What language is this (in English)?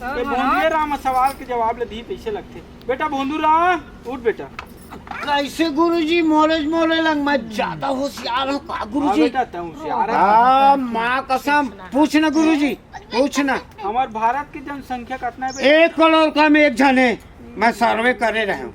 Chhattisgarhi